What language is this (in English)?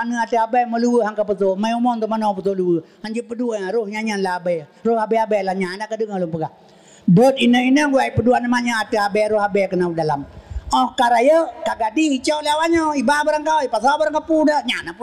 Achinese